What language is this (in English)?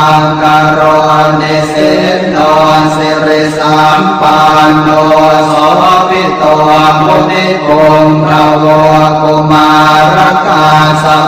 Pali